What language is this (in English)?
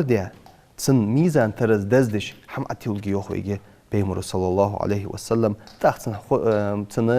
Ingush